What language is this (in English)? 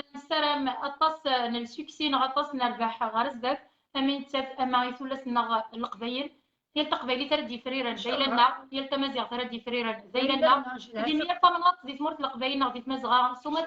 Kabyle